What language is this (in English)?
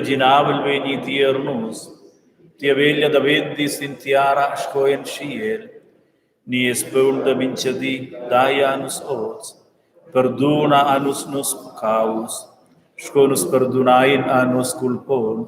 Romansh